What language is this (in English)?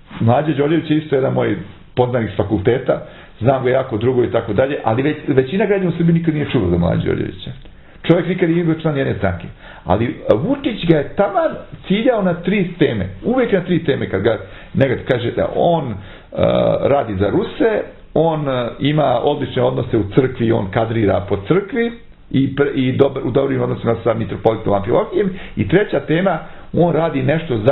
Serbian